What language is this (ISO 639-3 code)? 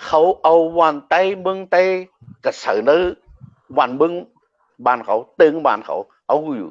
shn